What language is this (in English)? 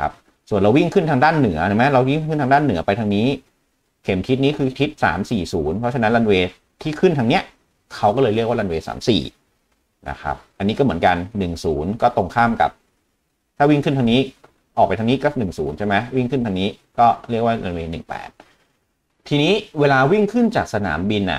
Thai